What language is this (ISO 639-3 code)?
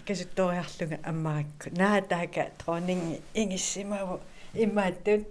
kal